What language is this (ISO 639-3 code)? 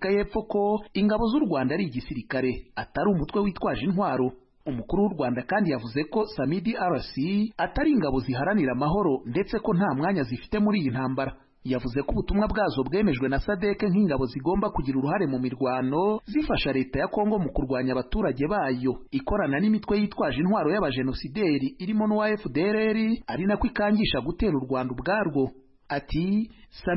kin